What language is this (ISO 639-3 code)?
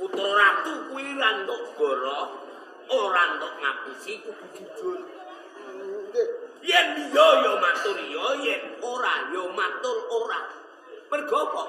jav